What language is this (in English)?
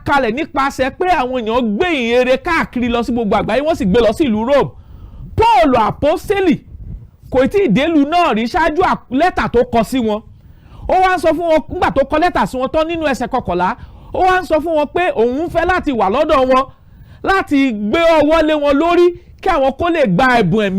Yoruba